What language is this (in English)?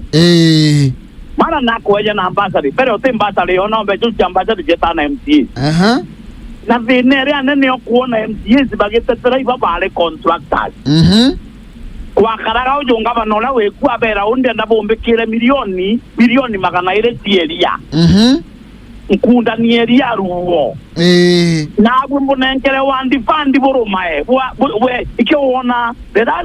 Meru